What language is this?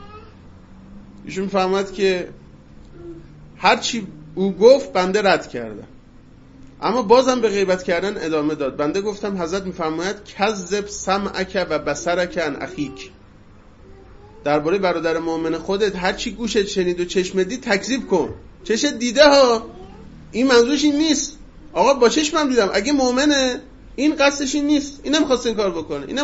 Persian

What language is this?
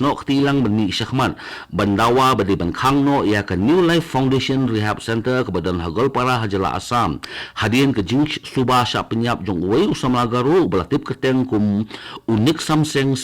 Khasi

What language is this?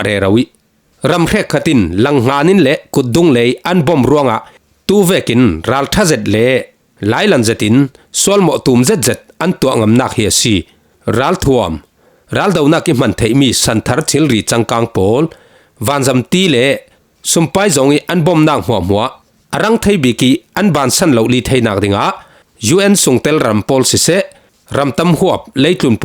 Falam Chin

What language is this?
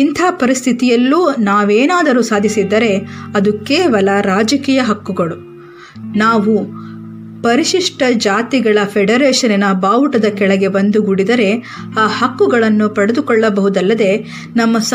Kannada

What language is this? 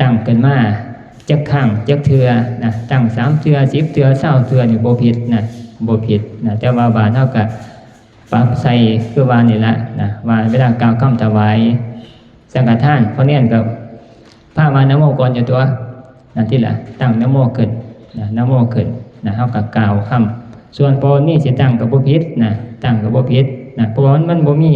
Northeastern Thai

